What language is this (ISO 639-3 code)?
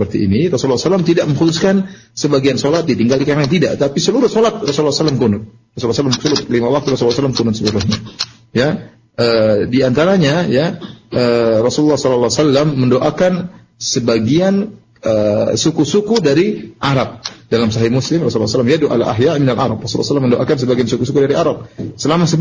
ind